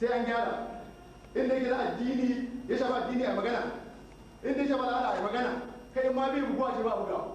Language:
Hausa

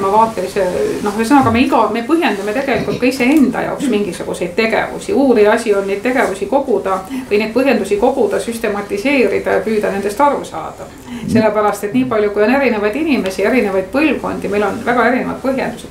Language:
Estonian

